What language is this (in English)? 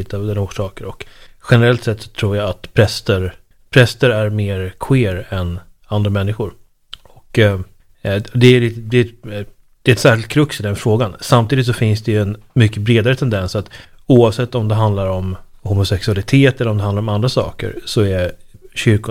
Swedish